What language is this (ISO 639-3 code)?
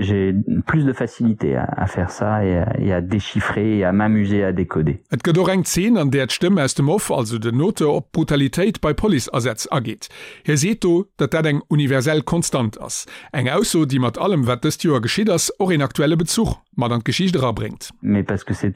ltz